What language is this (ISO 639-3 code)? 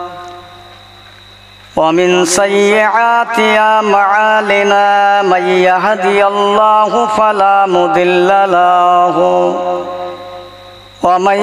ben